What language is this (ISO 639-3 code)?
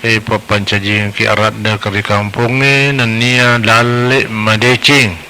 bug